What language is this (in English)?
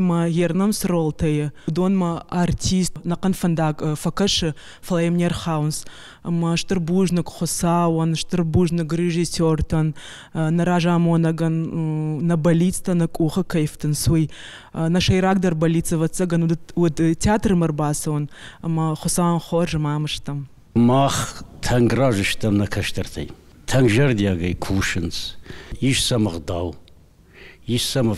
Ossetic